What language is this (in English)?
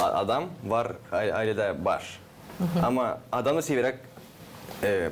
Gagauz